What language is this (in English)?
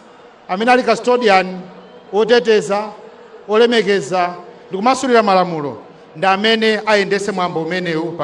Nyanja